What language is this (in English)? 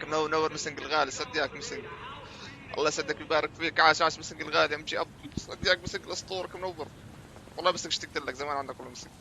North Levantine Arabic